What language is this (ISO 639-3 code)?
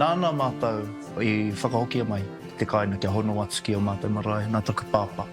mri